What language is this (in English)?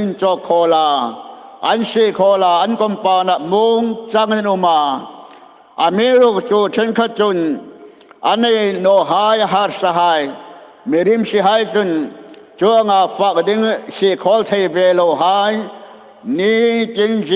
Hmar